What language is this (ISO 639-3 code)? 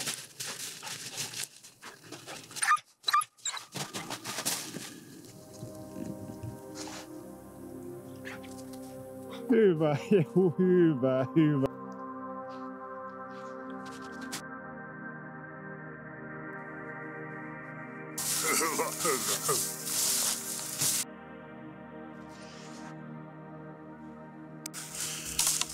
fin